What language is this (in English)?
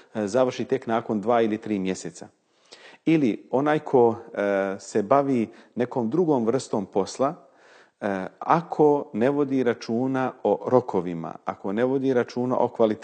Bosnian